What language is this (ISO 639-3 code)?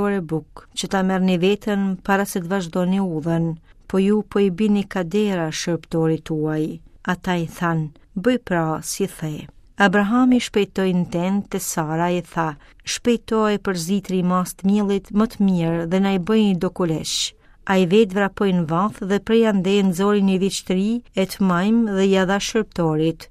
sqi